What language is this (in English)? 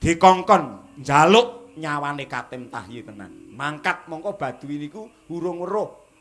Javanese